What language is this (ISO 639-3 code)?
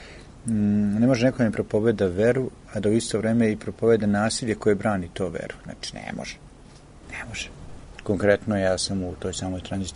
srp